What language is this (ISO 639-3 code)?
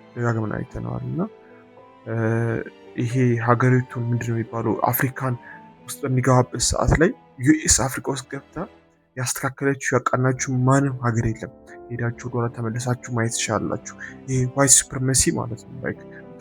amh